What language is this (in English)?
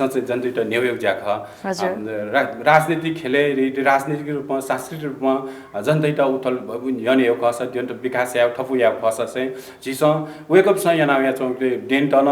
Newari